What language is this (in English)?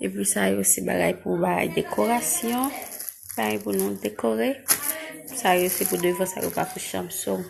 Haitian Creole